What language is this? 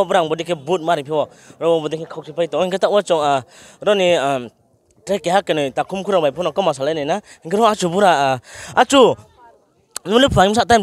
Riang (India)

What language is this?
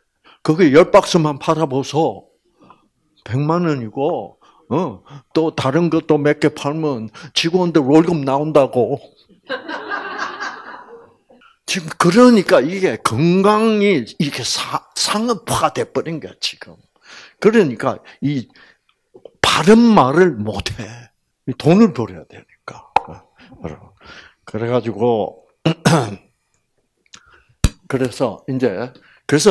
Korean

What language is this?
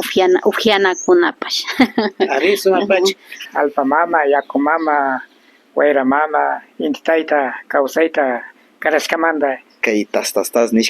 Imbabura Highland Quichua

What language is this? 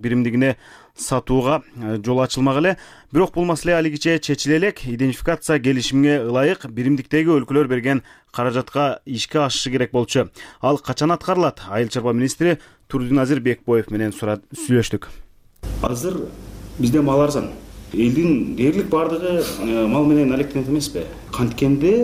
Kyrgyz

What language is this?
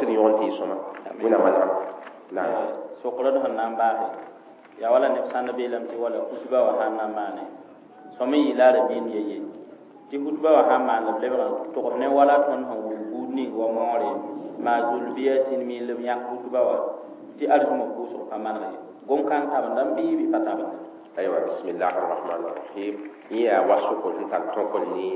Mossi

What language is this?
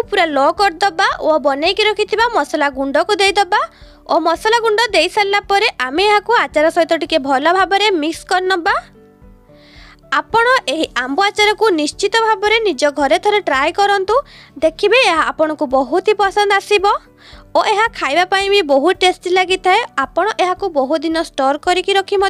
Odia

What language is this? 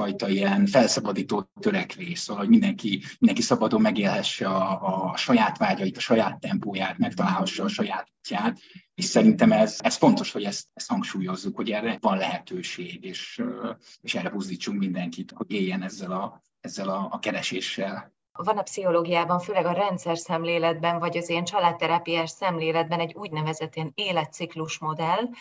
Hungarian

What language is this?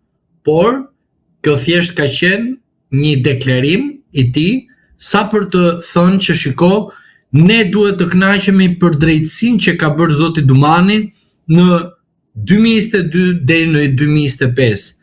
Albanian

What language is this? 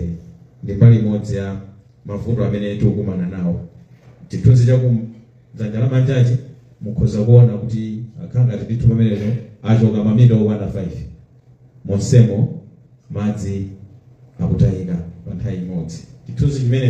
Nyanja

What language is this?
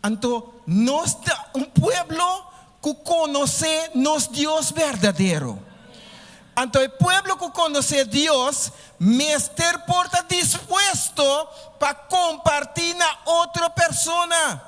Papiamento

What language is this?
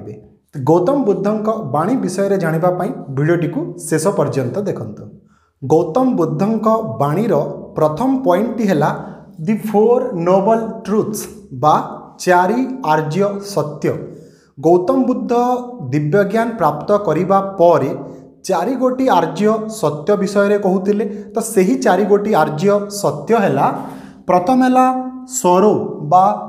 Odia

